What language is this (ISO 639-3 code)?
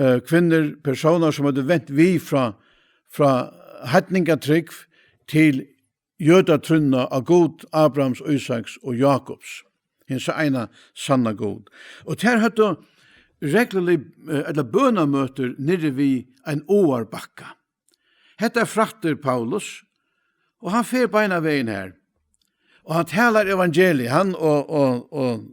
fao